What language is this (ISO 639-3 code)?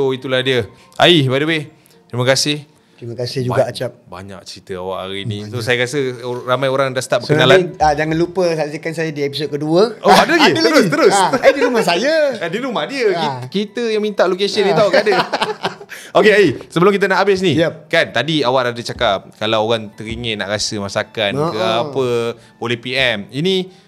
msa